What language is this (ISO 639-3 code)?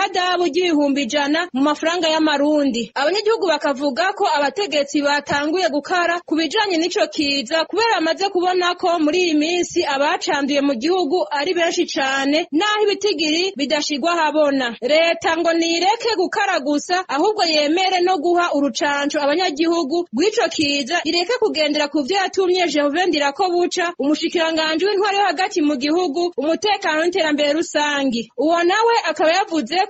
run